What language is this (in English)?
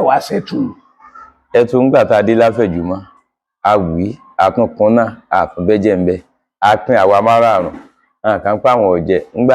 Yoruba